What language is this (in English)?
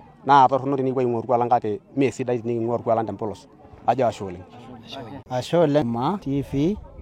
Masai